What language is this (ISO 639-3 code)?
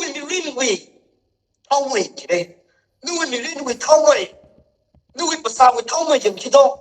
nmf